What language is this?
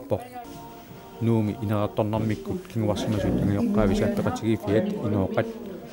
Kalaallisut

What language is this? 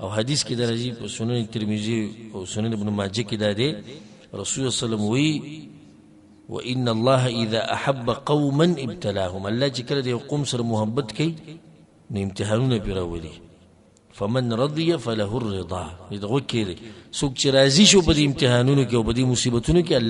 Pashto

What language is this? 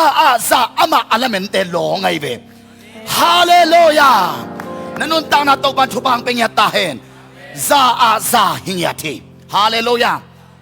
Tedim Chin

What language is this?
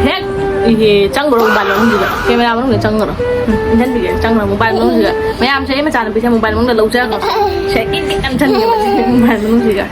Manipuri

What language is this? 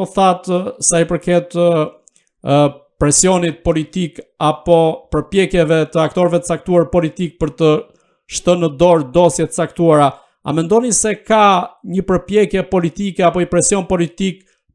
Albanian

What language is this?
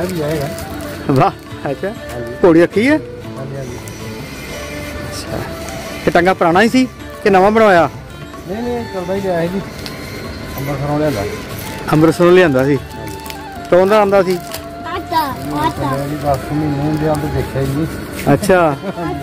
Punjabi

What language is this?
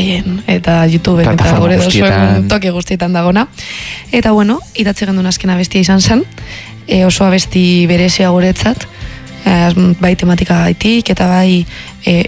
Basque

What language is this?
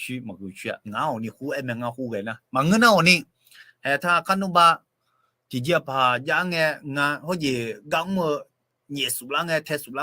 Akha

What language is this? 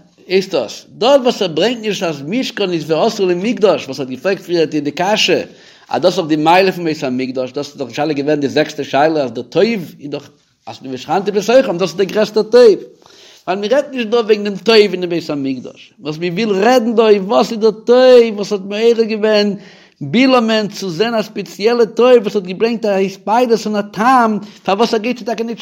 Yiddish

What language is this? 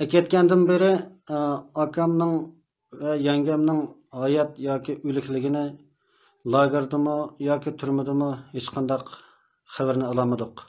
Uyghur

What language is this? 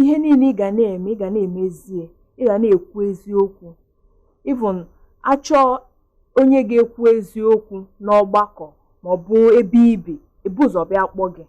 Igbo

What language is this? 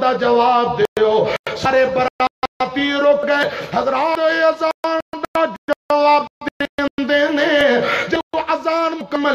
Western Panjabi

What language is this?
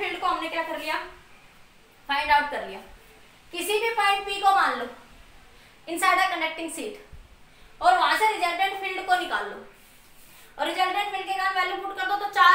Hindi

